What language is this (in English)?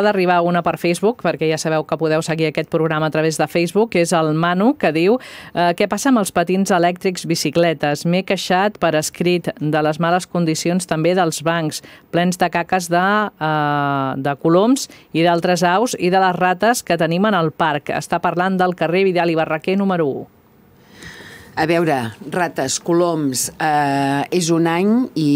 Catalan